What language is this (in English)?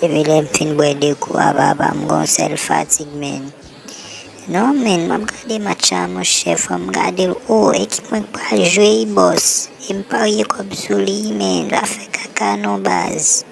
Haitian Creole